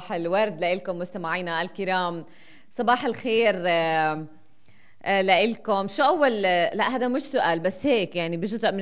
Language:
North Levantine Arabic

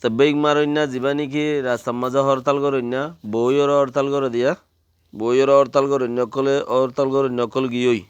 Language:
Rohingya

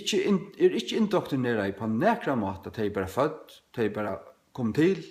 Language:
Faroese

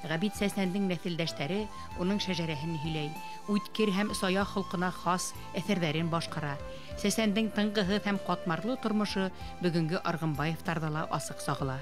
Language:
Bashkir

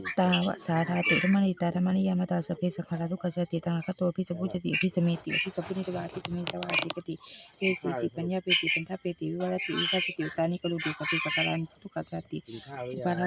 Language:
Pali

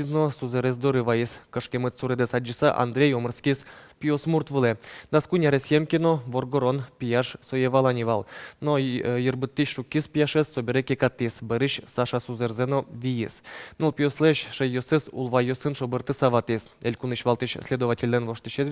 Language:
Udmurt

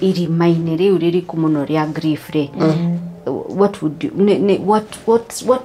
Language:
Kikuyu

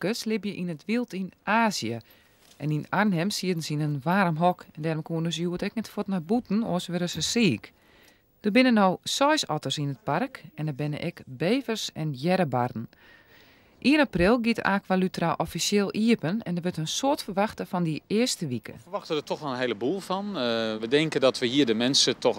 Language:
Western Frisian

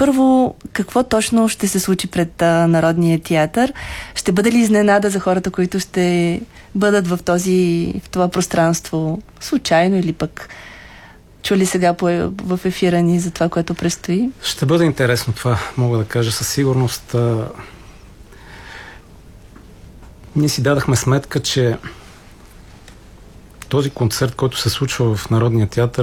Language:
Bulgarian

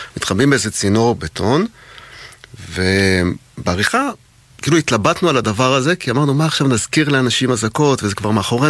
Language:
Hebrew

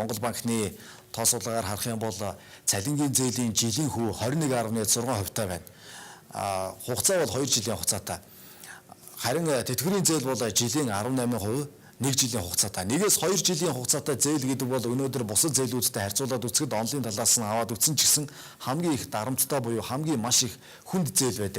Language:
Mongolian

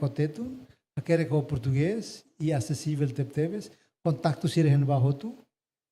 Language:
Tetum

